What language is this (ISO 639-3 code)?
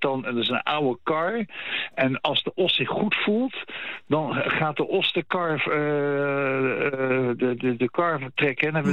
nld